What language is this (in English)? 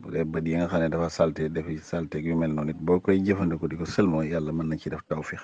Wolof